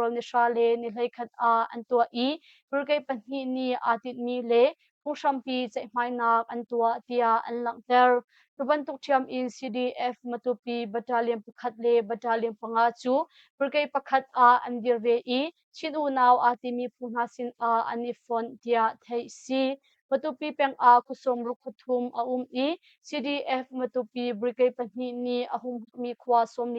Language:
Hakha Chin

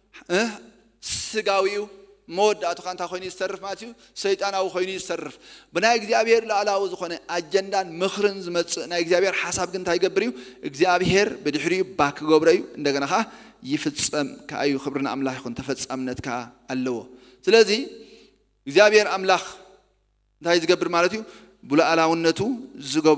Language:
Tigrinya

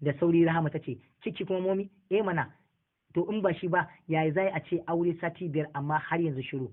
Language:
Hausa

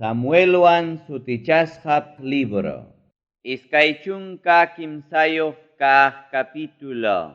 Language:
Ayacucho Quechua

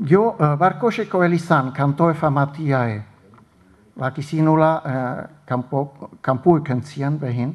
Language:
Basque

